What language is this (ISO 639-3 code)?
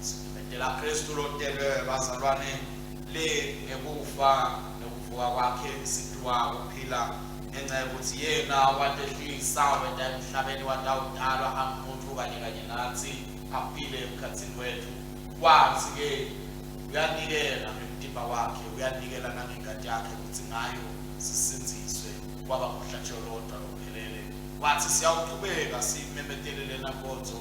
ssw